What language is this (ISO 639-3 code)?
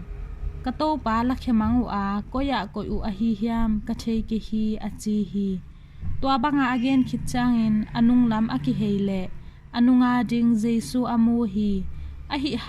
ctd